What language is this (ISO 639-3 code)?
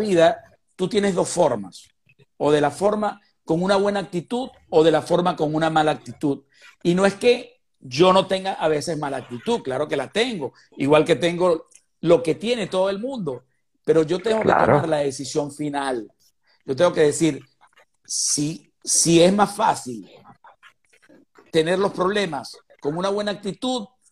spa